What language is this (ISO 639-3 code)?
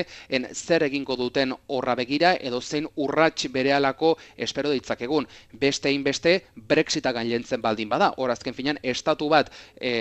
eus